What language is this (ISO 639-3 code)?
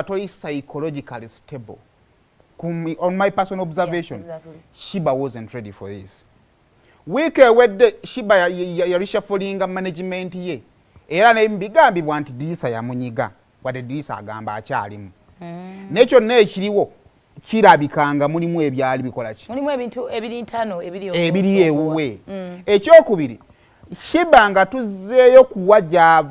lug